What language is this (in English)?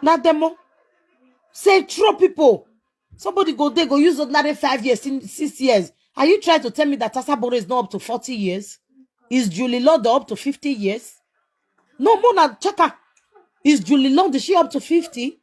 Nigerian Pidgin